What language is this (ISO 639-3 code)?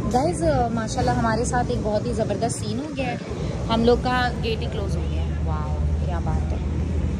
hin